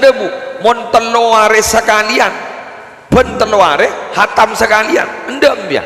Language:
Madurese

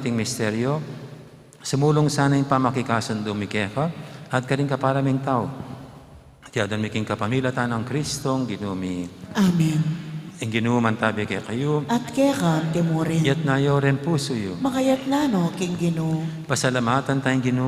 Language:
Pampanga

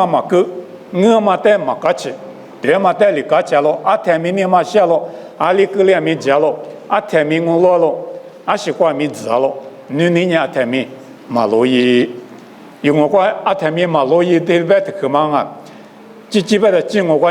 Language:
Lisu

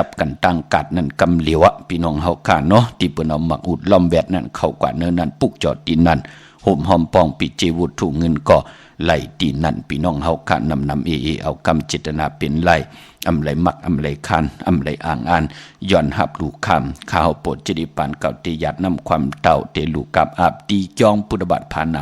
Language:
Shan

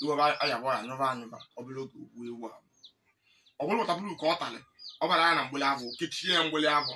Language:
Igbo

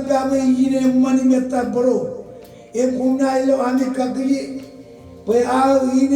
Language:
Marshallese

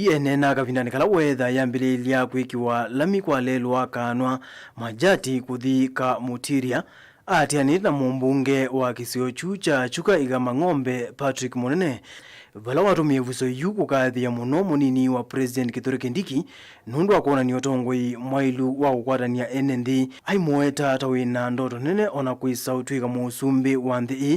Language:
Kamba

